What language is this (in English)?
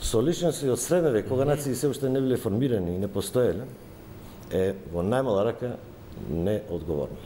Macedonian